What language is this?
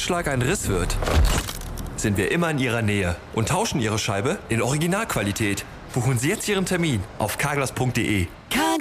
German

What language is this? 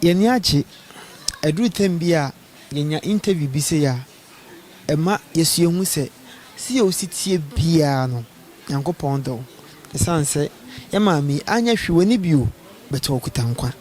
Akan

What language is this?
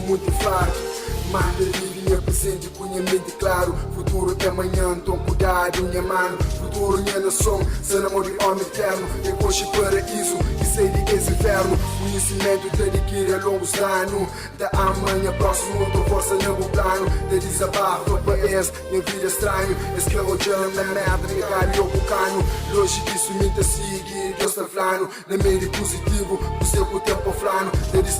Kabuverdianu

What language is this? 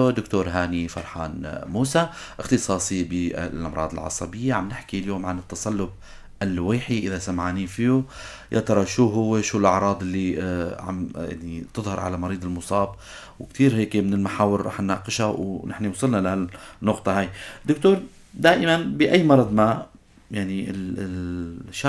North Levantine Arabic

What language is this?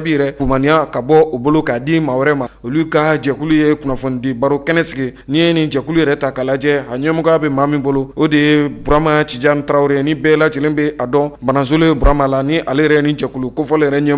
Bambara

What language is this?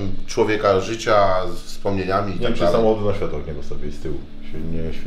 Polish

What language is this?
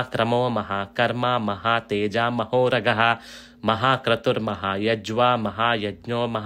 Sanskrit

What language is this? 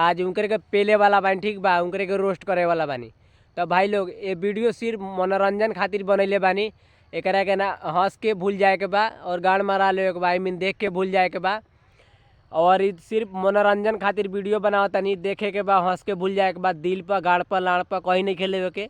Bhojpuri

